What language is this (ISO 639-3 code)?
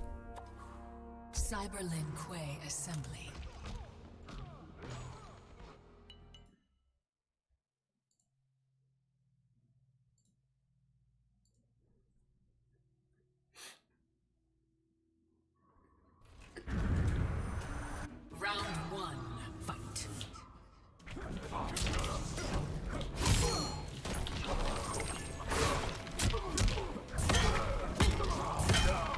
spa